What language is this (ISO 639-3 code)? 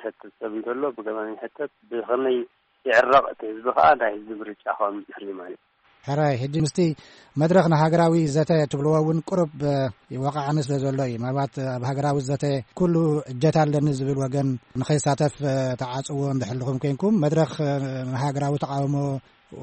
tir